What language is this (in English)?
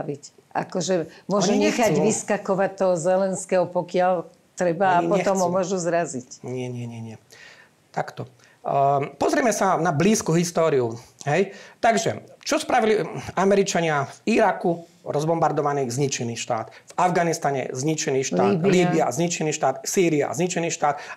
Slovak